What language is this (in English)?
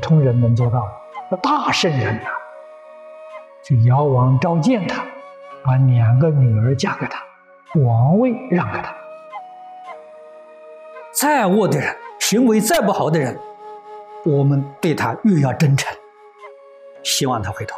Chinese